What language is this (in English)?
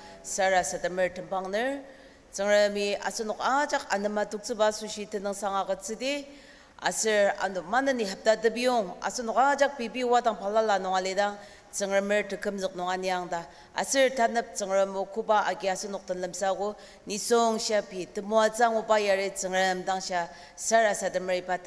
Ao Naga